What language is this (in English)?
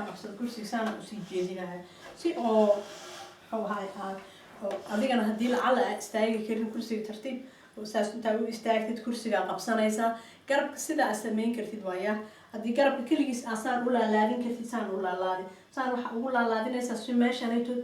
Somali